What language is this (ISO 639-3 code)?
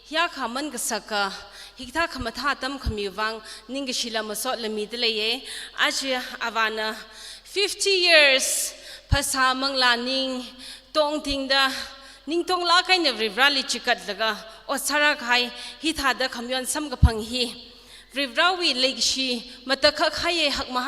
nmf